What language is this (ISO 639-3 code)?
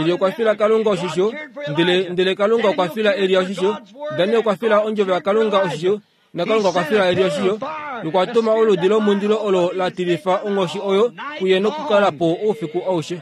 kua